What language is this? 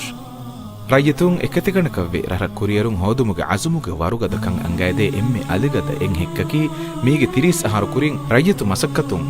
Divehi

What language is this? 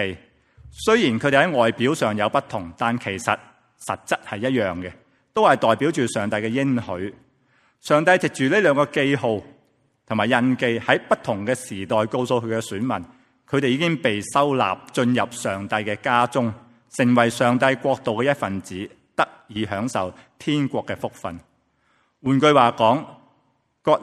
Cantonese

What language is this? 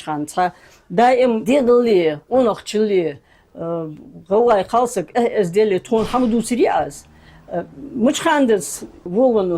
Ingush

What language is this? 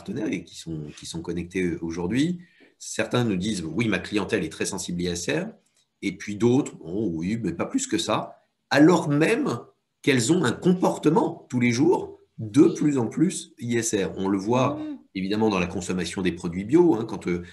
French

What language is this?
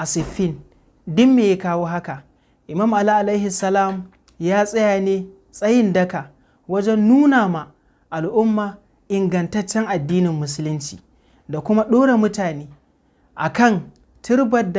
Hausa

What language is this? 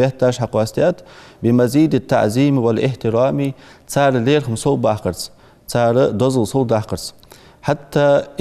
Ingush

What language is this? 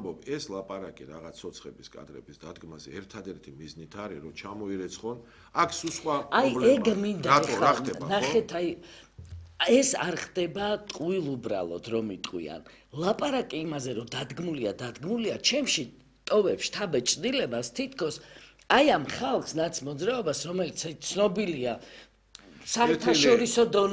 Georgian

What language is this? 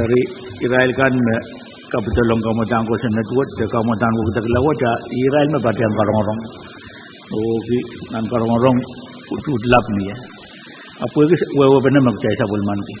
Pohnpeian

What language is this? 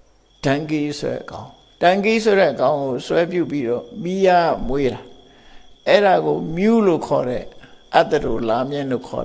Burmese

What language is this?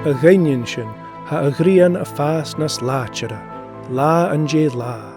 Scottish Gaelic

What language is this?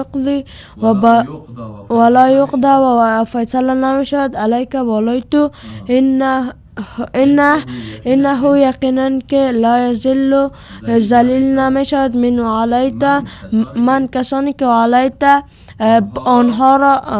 Tajik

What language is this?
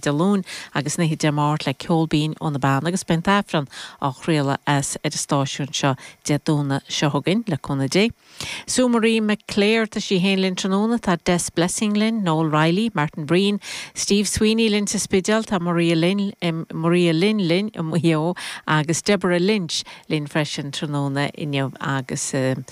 Irish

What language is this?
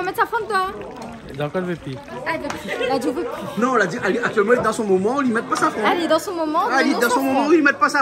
Réunion Creole French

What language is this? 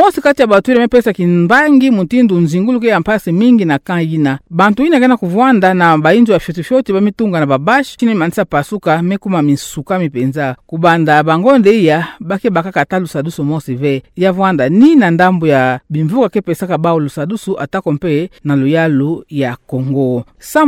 Kituba (Democratic Republic of Congo)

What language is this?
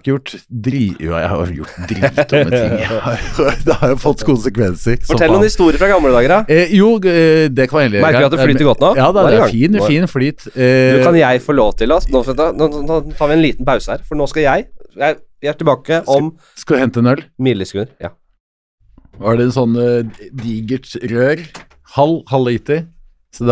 Norwegian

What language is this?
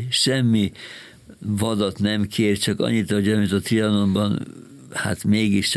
Hungarian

